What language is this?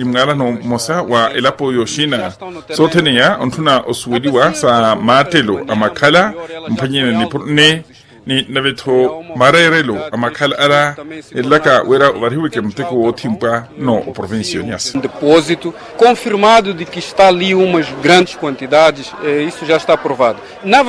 Makhuwa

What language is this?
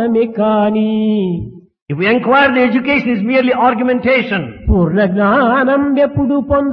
Telugu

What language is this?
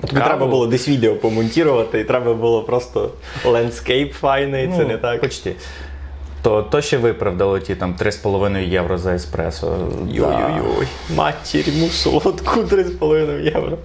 Rusyn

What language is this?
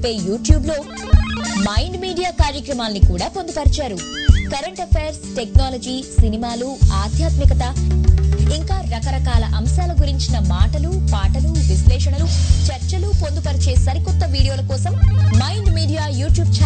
Telugu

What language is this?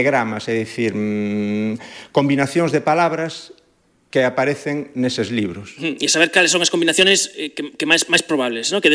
Galician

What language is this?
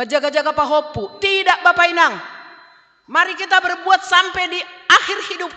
Batak Simalungun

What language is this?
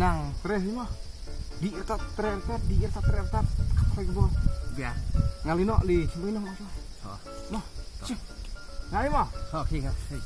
Khasi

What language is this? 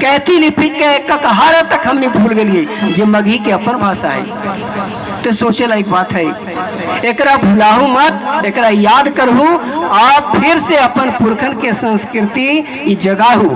Magahi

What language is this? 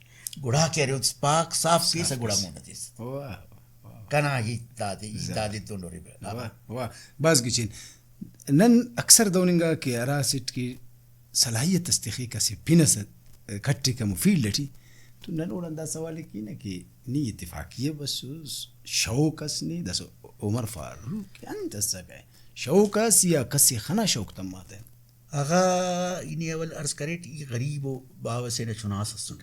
Brahui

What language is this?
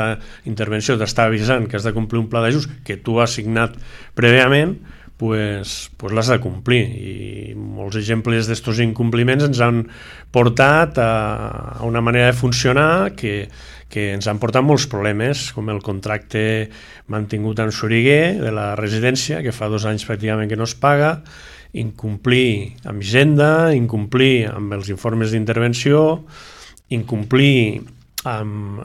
Catalan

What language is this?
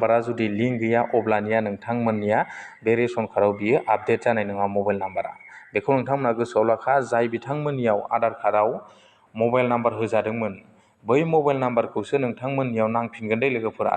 Bodo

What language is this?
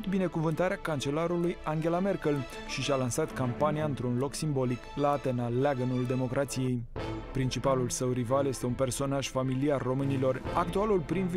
Romanian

